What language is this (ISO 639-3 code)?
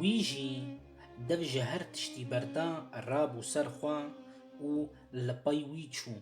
kur